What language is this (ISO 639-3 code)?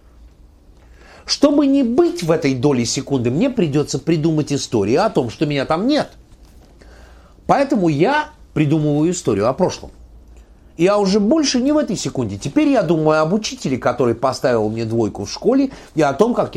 rus